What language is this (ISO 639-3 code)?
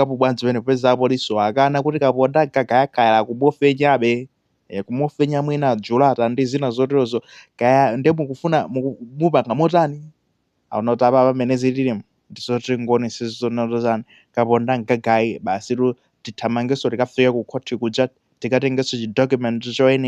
nya